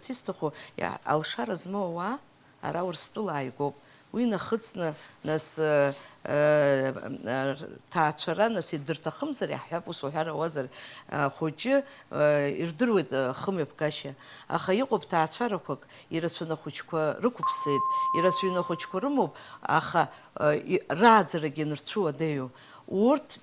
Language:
Abkhazian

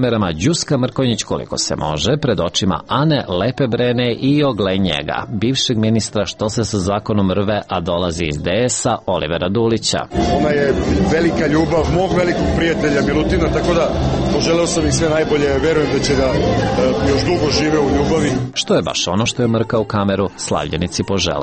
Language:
Serbian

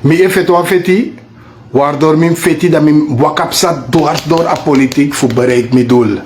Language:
Sranan Tongo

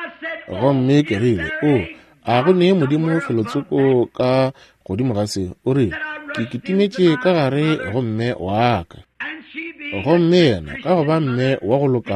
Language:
Northern Sotho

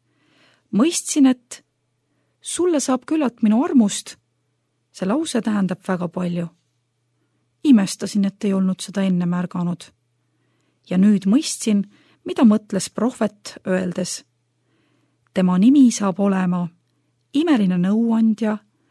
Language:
Estonian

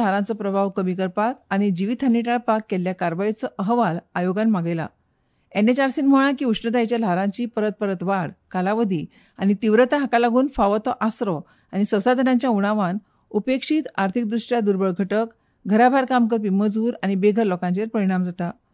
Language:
Konkani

